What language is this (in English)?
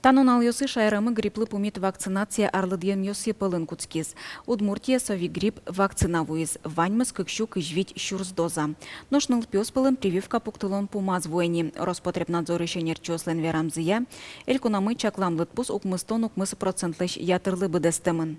Udmurt